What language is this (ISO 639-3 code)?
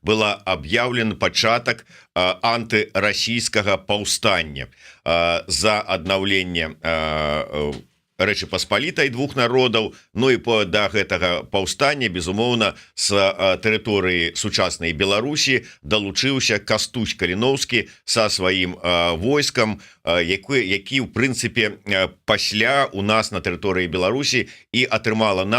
bel